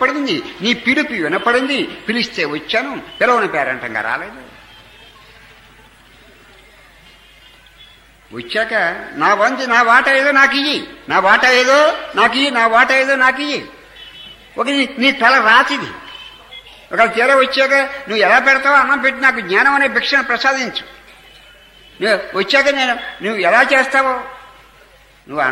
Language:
Telugu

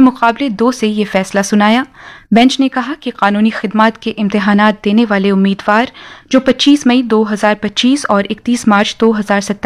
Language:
Urdu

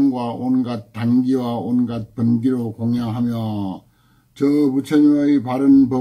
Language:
Korean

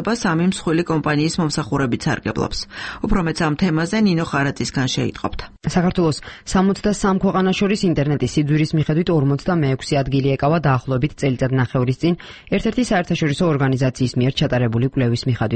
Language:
Georgian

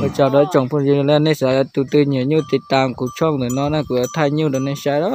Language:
Hmong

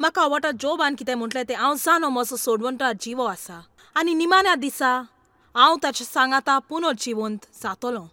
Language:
Konkani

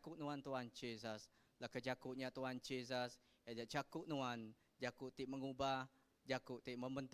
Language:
Iban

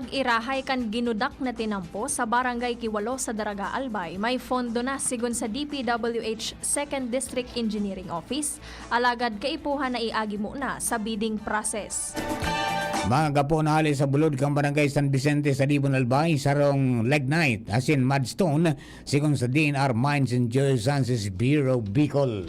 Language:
Bikol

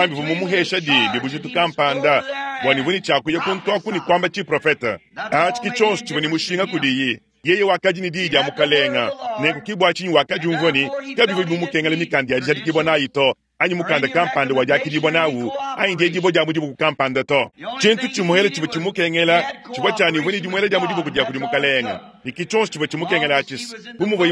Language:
Luba-Lulua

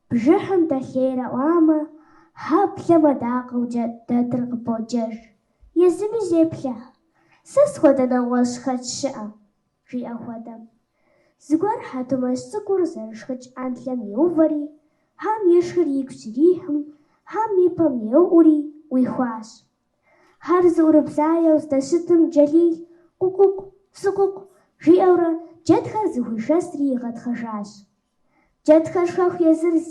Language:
Kabardian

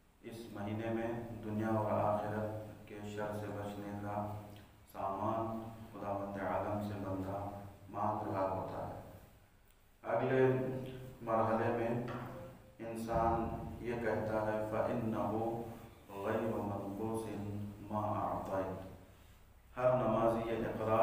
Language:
Urdu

